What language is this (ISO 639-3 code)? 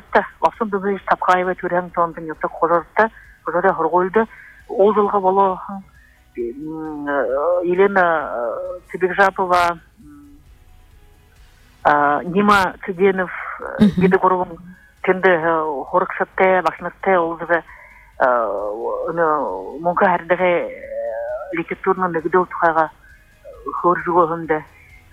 bua